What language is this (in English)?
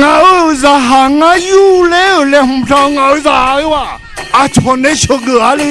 Akha